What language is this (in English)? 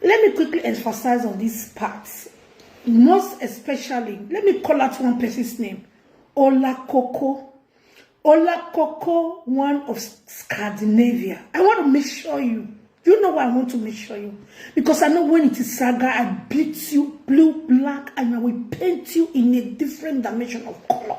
Nigerian Pidgin